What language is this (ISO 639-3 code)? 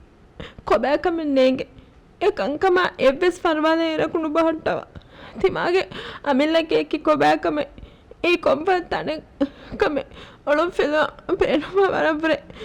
div